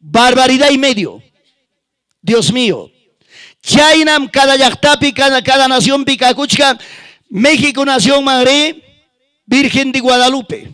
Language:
Ayacucho Quechua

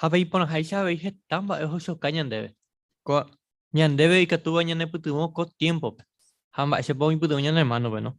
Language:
Guarani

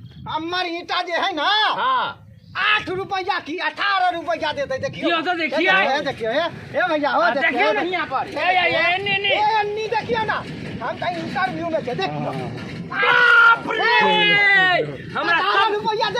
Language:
Maithili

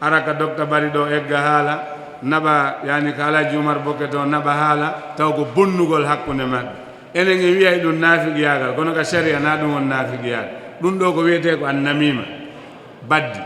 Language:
Fula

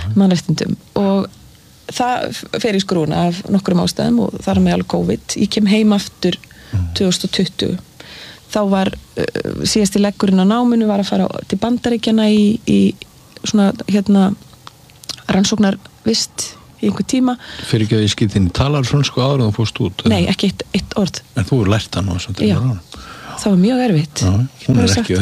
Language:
Icelandic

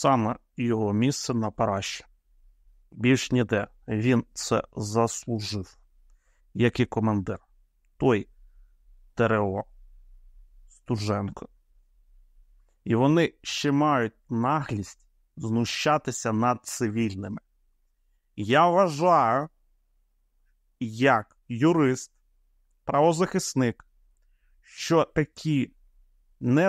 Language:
Ukrainian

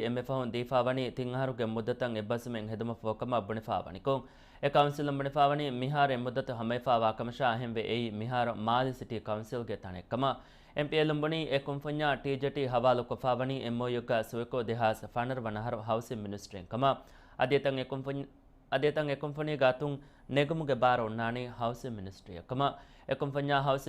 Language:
Divehi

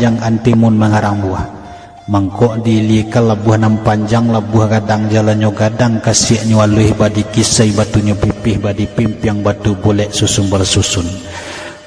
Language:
Minangkabau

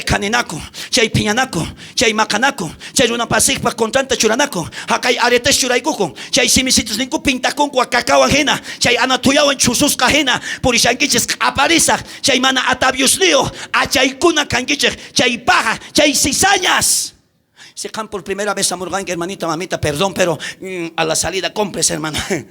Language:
South Bolivian Quechua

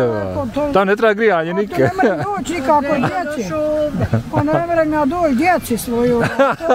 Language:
Bosnian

